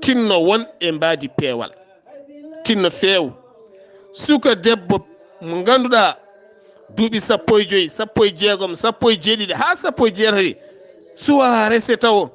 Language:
Fula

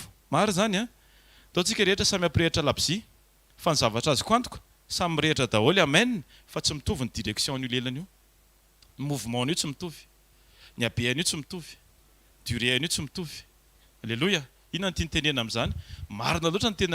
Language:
Malagasy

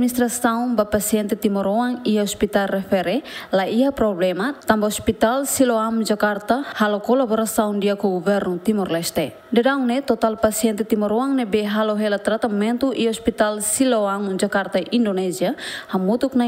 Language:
Tetum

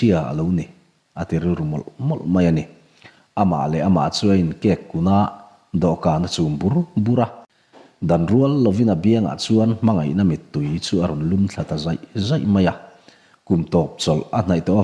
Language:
Mizo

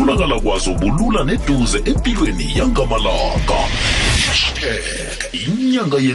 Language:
South Ndebele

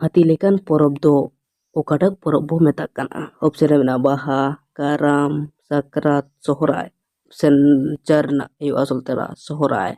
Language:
Santali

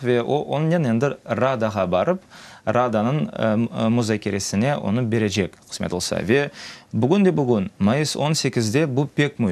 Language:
Crimean Tatar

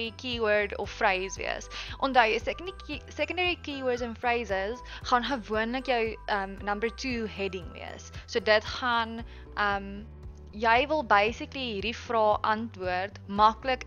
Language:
Afrikaans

